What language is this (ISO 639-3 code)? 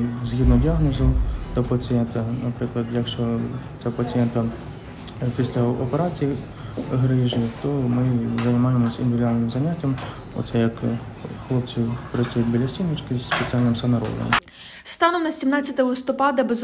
ukr